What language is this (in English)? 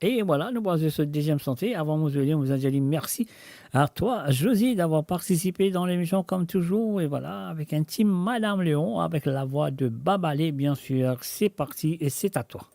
Morisyen